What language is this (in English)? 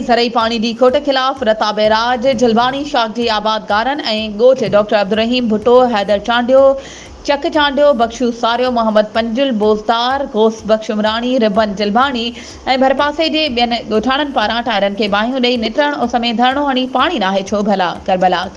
Sindhi